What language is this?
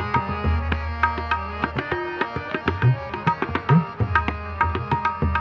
Punjabi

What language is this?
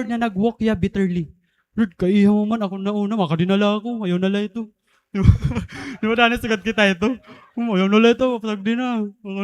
Waray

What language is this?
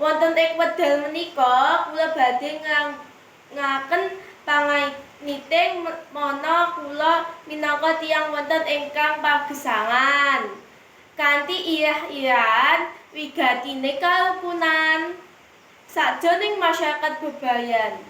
Javanese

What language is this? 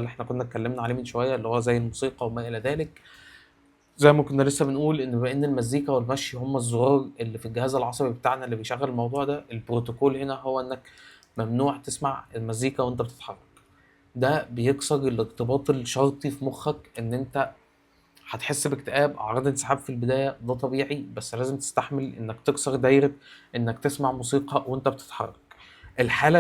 Egyptian Arabic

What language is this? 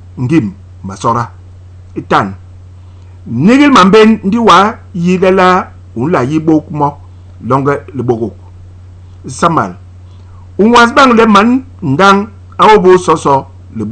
Basaa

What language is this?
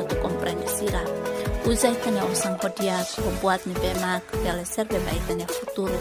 Tetum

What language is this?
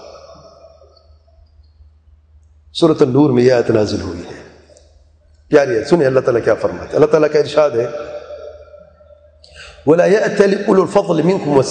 Urdu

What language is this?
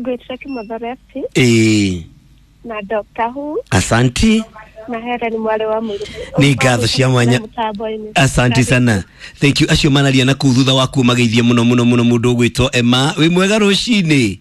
Kikuyu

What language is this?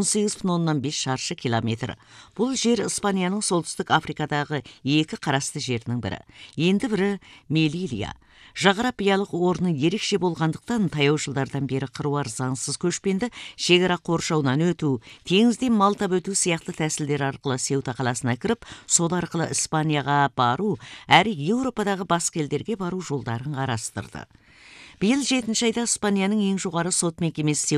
Kazakh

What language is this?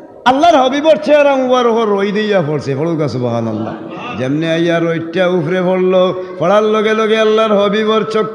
Sylheti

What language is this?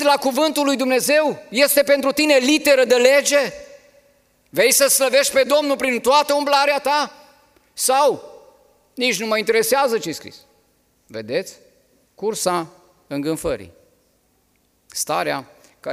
Romanian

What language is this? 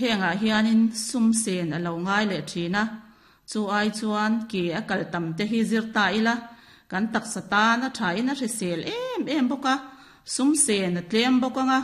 Mizo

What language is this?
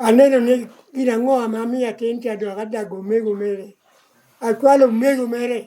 Lango (Uganda)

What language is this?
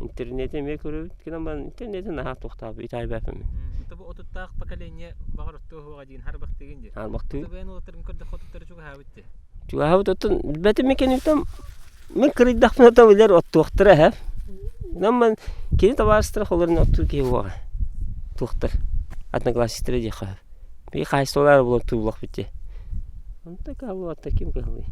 Yakut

